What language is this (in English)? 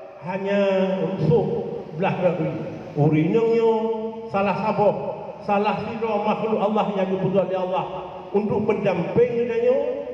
Achinese